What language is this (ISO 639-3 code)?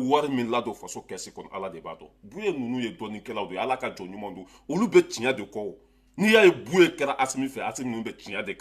bam